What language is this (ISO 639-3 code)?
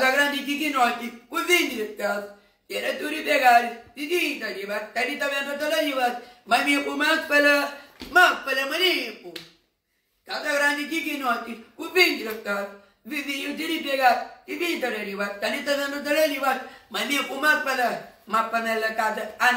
kea